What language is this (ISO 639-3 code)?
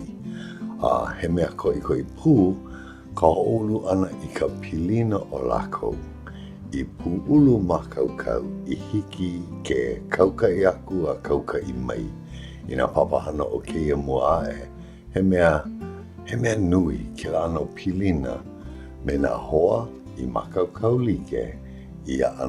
haw